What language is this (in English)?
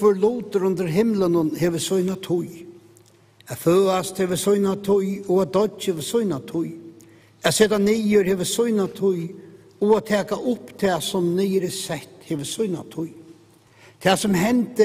Faroese